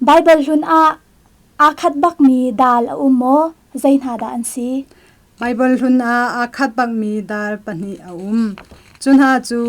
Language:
Hakha Chin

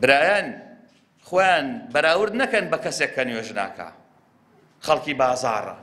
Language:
Central Kurdish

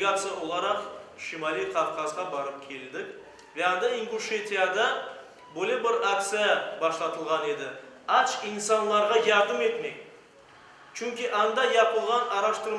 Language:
Crimean Tatar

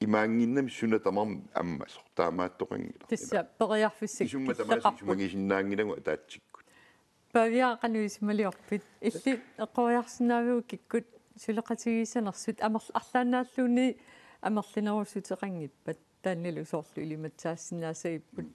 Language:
Kalaallisut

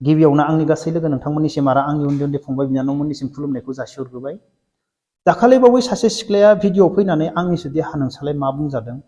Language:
Bodo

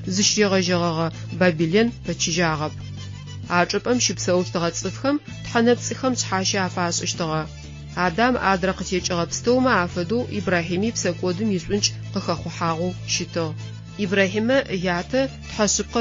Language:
Adyghe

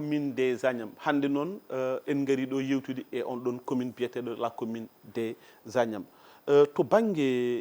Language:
Fula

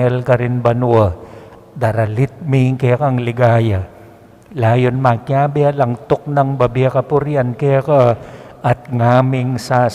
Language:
Pampanga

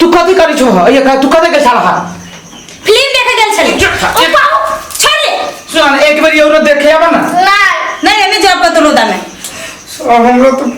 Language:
Maithili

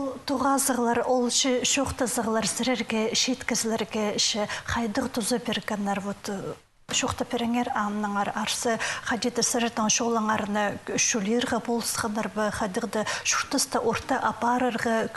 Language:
Khakas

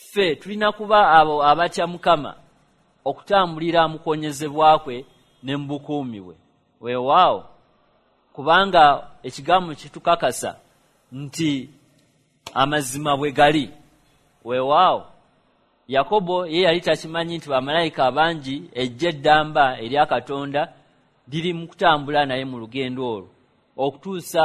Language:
Ganda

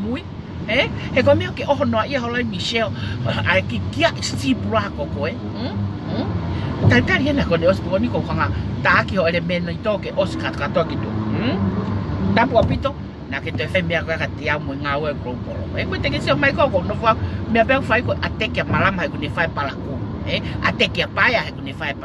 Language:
Tongan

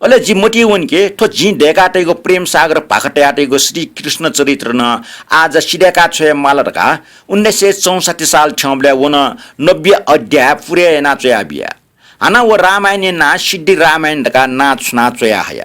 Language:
Newari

